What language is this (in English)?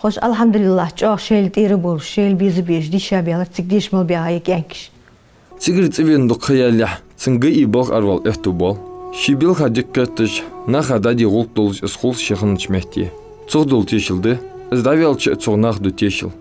Ingush